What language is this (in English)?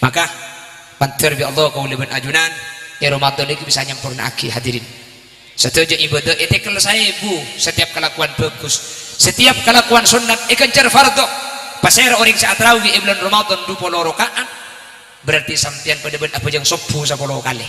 Madurese